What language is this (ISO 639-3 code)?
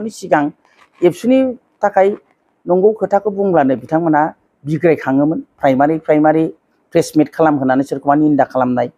brx